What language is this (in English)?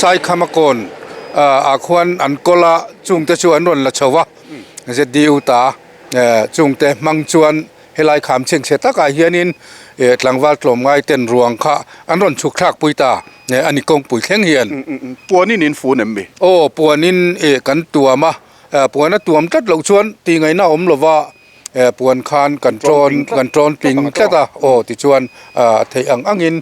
Mizo